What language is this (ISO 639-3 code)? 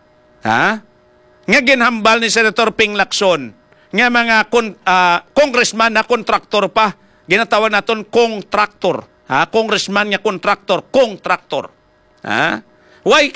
hil